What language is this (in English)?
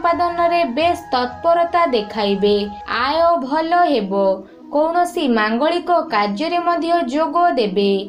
Odia